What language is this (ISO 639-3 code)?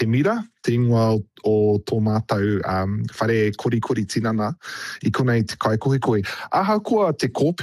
mri